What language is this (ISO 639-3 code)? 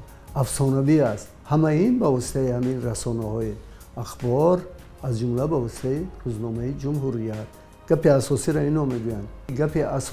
tgk